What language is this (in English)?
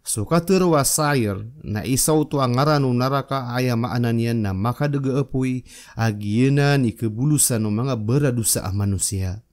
Maranao